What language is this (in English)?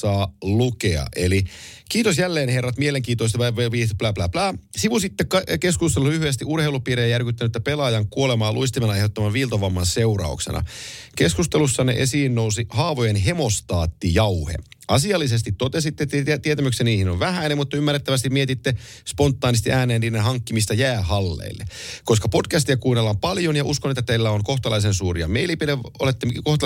Finnish